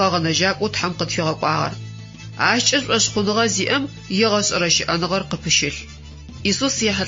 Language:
Adyghe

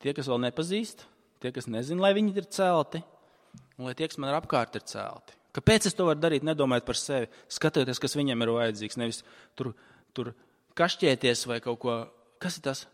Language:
Latvian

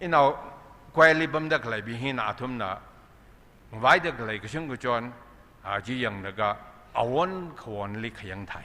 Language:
Tangkhul Naga (India)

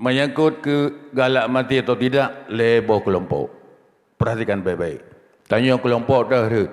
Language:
Achinese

